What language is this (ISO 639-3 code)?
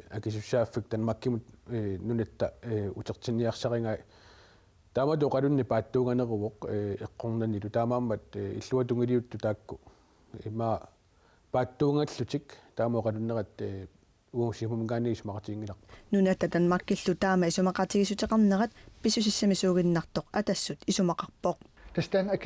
kal